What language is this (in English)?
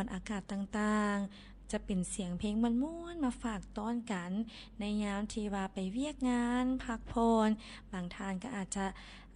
Lao